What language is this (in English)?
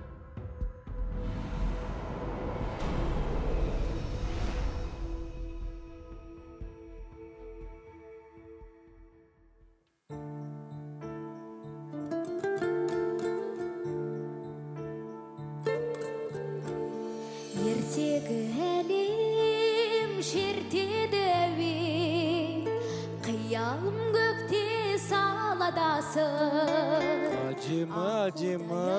Kazakh